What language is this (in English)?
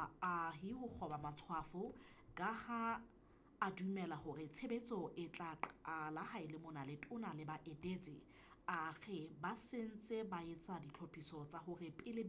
Southern Sotho